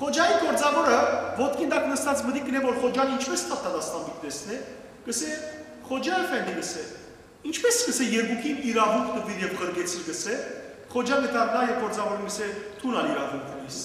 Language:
Western Armenian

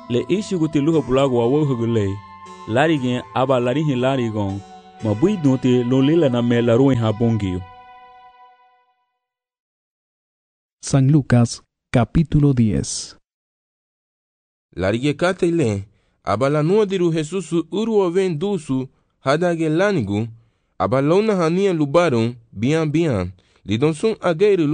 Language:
Garifuna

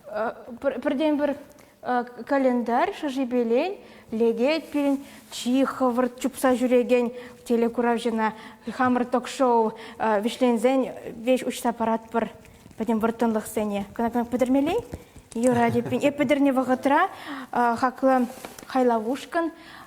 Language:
Chuvash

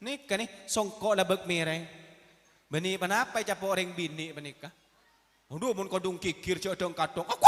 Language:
Madurese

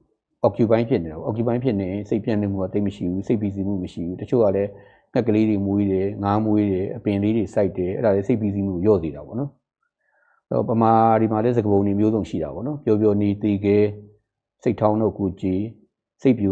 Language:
Burmese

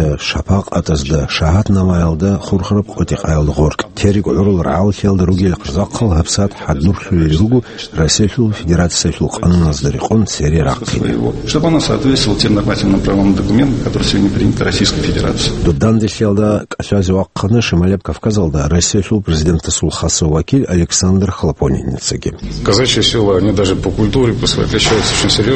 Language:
Avaric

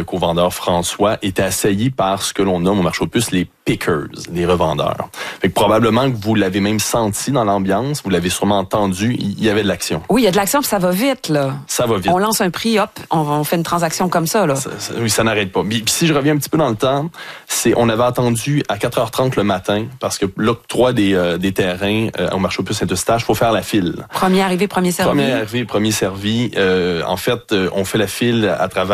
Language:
French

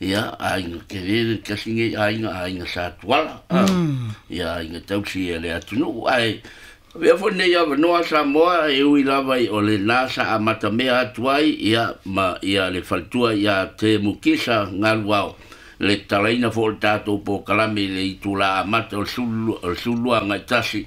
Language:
Samoan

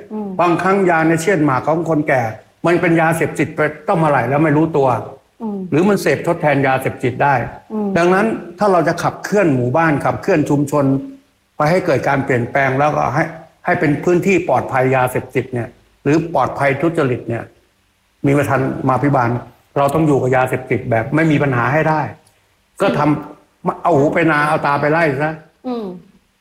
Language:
Thai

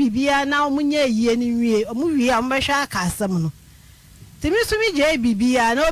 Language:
Akan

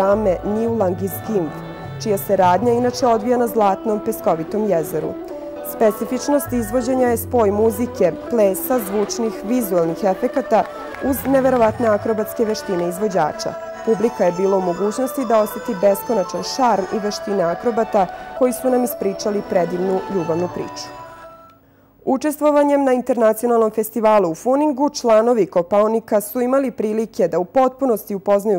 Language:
Serbian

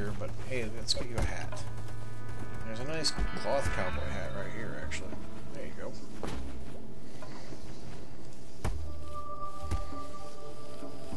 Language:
English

